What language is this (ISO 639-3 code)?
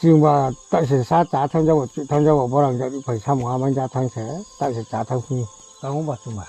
ria